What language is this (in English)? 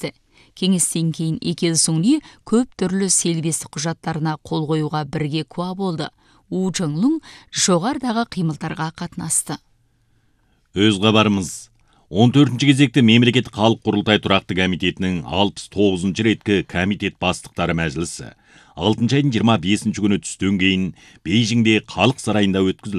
Kazakh